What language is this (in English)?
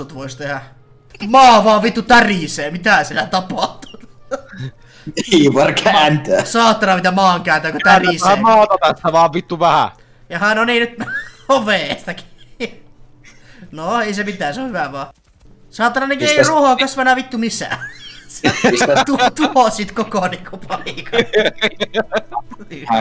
Finnish